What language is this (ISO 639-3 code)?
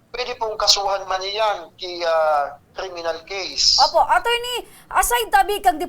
bik